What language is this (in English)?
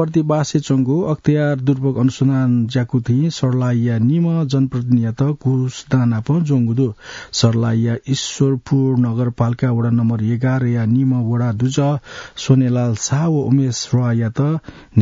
Newari